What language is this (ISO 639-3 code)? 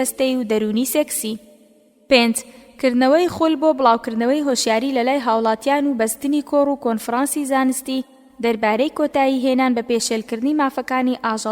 ckb